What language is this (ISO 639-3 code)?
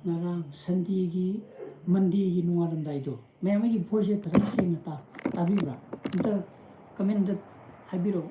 mni